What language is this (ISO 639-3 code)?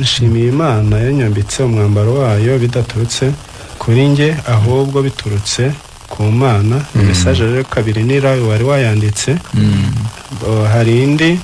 kin